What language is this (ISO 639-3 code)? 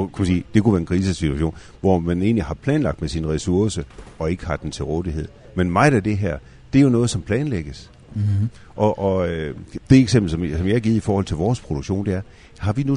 dan